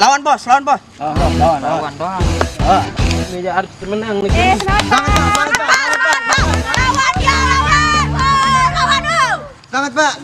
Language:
Sasak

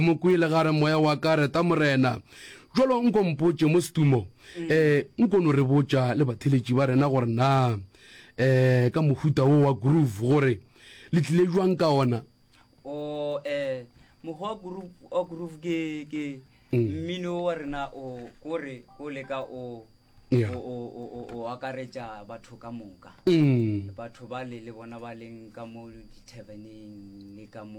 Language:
Northern Sotho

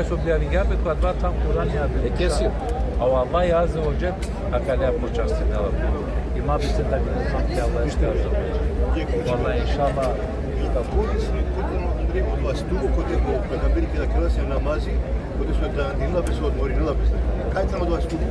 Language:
Balkan Romani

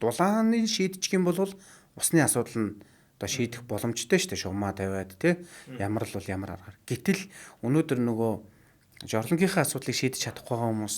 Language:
Mongolian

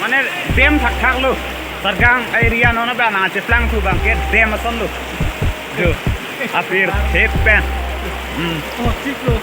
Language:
Karbi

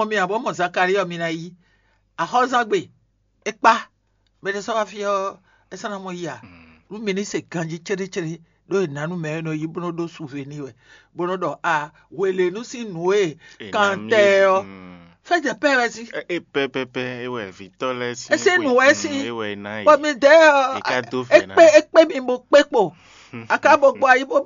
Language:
Fon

